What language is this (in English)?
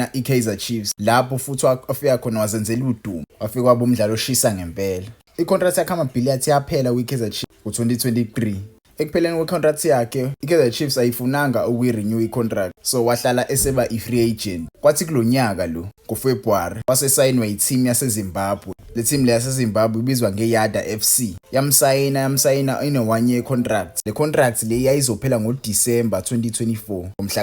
Zulu